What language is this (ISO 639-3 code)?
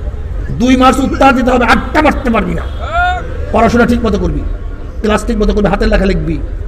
ben